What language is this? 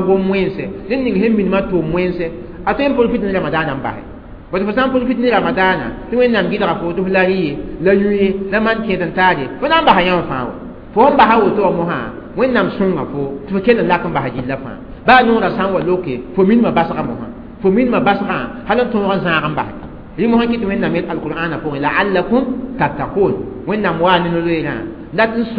Mossi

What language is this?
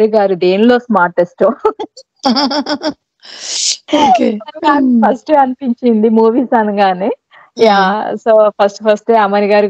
Telugu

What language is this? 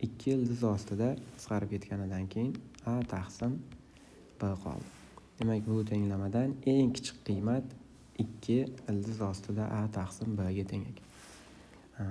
Uzbek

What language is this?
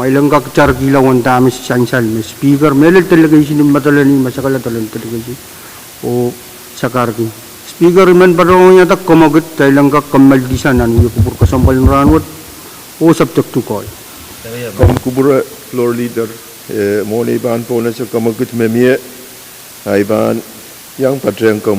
Pohnpeian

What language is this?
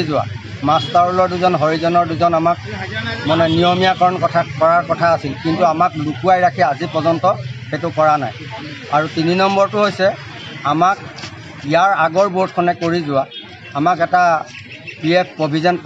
Assamese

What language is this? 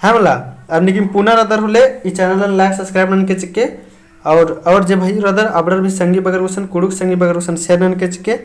Kurukh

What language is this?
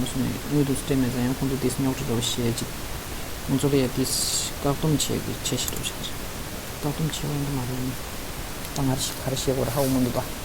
Tibetan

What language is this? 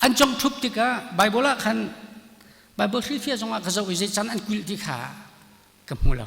Hakha Chin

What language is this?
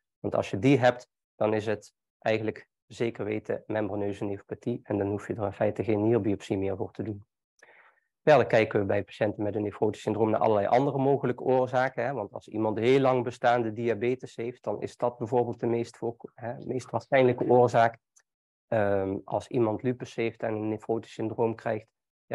Dutch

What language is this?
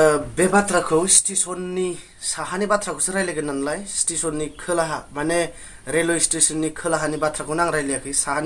Bodo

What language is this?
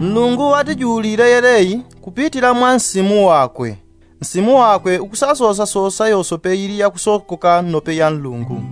Yao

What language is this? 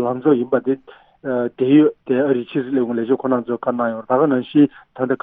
Tibetan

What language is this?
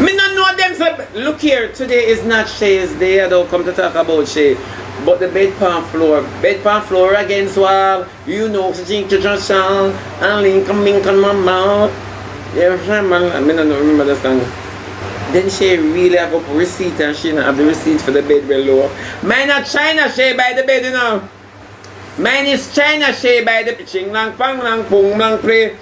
Jamaican Creole English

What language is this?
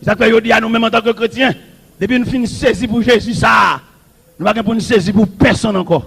Haitian Creole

